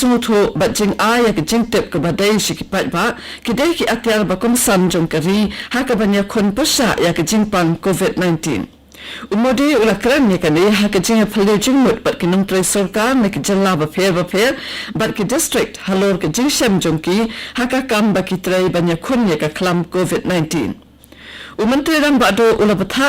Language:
Khasi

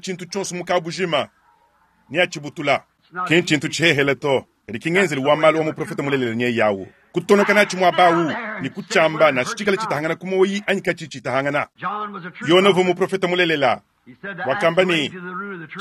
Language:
Luba-Lulua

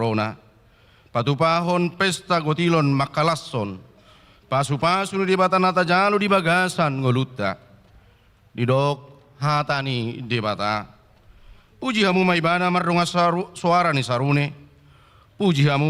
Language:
Batak Toba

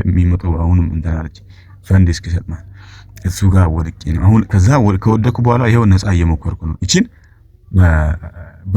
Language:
Amharic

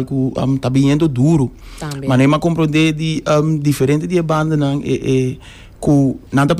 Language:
Papiamento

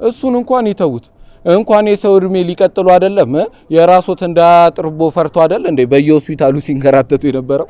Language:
Amharic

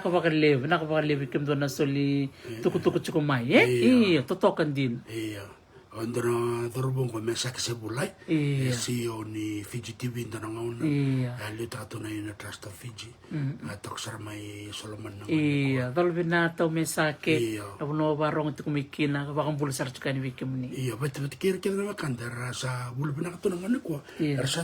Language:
Fijian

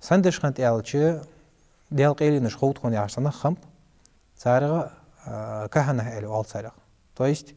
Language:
Ingush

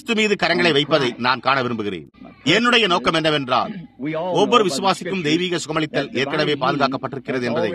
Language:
Tamil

